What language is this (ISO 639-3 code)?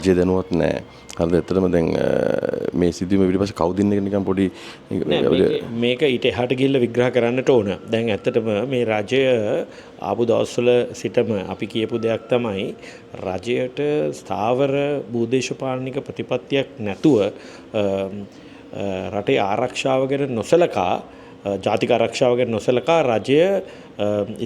sin